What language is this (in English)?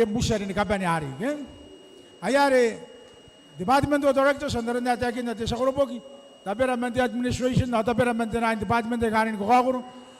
Gilbertese